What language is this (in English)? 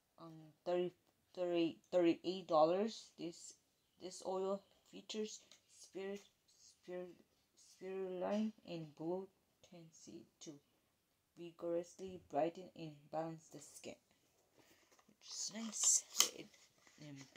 English